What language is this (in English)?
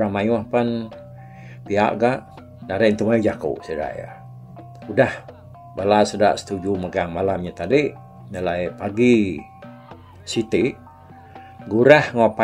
Iban